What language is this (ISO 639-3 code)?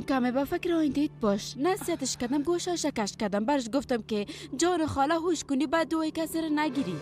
fas